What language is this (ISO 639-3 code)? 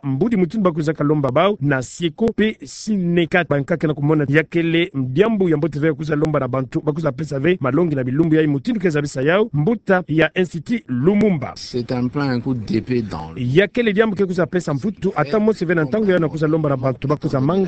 ktu